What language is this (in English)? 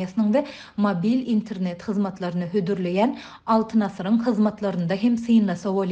Turkmen